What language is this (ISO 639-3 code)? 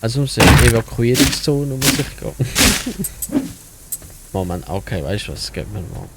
gsw